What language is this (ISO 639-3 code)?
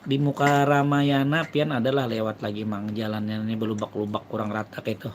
bjn